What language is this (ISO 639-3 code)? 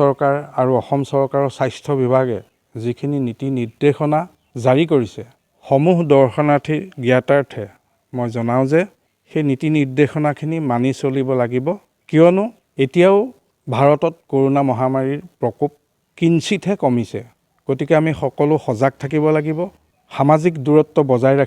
asm